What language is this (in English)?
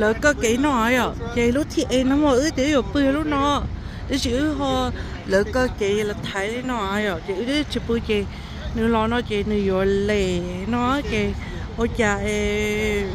Hmong